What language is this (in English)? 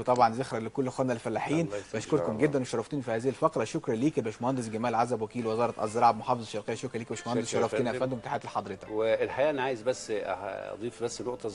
Egyptian Arabic